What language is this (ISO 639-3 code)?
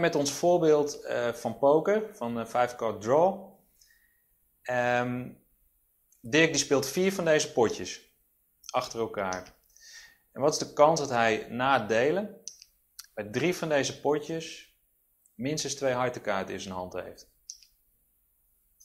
nld